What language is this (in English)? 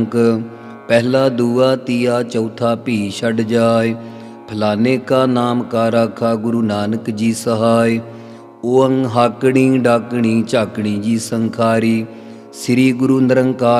Punjabi